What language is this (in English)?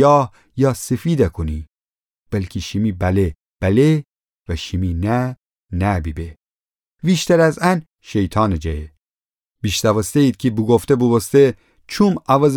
Gilaki